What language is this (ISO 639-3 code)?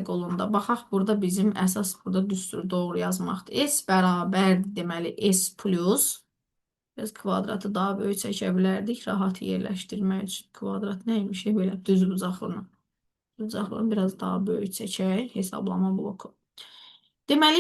aze